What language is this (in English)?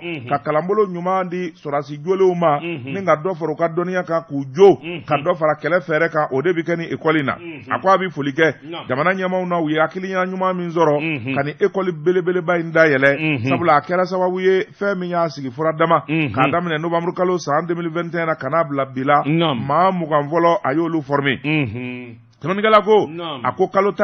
Bambara